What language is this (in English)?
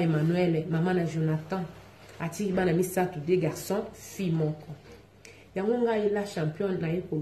Lingala